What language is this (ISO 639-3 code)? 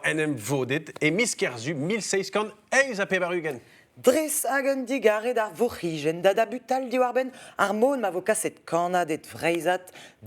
bre